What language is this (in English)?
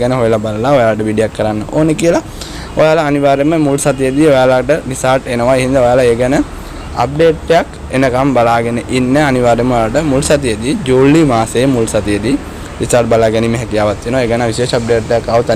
Sinhala